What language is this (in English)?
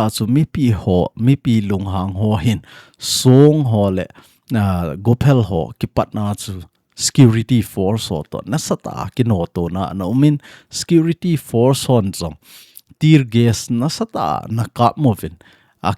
Thado Chin